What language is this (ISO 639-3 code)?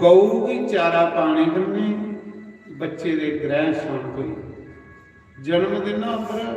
doi